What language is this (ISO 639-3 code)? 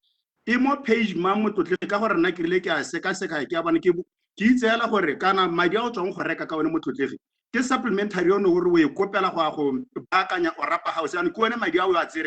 tsn